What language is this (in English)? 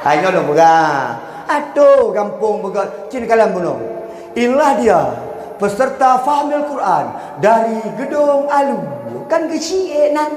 Achinese